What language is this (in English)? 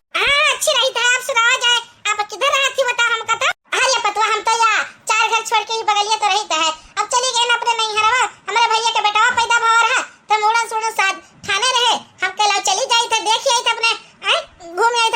Awadhi